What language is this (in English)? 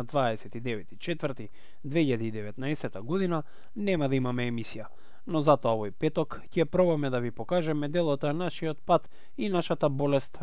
Macedonian